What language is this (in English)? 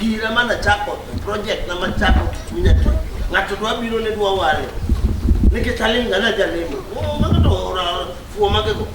Luo (Kenya and Tanzania)